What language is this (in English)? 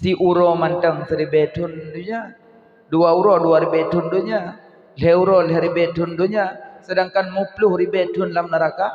Achinese